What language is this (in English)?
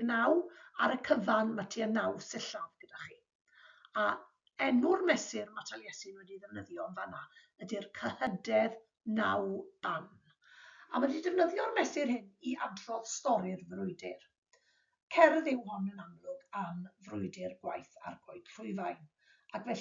Welsh